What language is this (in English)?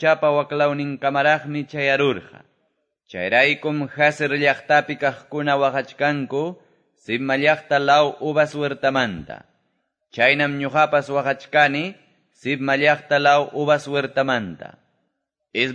Quechua